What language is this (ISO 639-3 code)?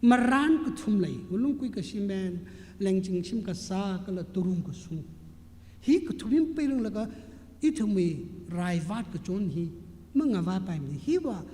nmf